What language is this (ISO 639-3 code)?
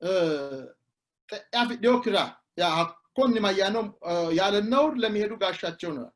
sid